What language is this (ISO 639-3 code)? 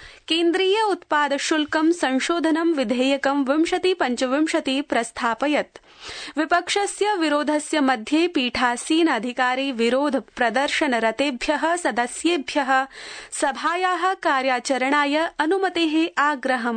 san